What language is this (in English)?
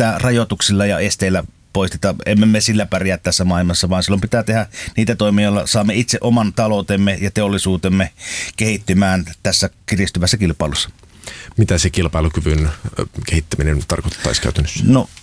Finnish